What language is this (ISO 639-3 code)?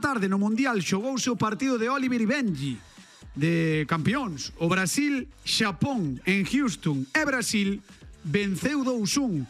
glg